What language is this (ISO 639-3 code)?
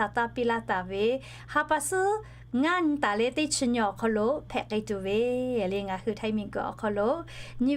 lhu